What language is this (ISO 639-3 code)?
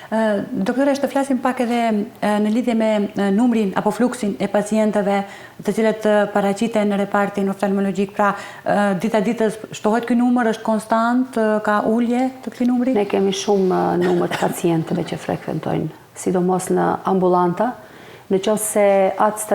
sqi